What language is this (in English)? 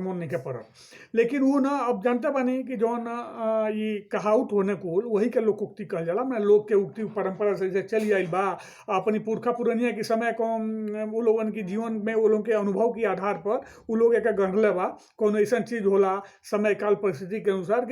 Bhojpuri